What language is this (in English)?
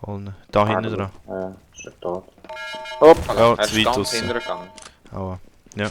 Swiss German